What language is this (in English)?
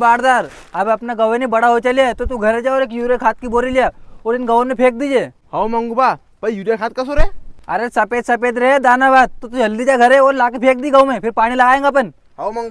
Rajasthani